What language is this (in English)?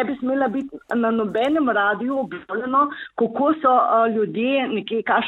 Slovenian